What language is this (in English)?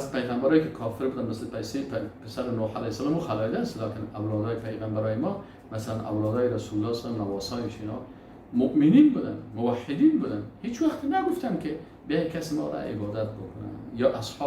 Persian